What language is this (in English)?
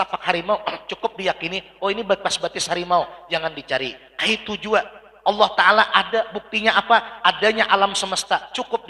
Banjar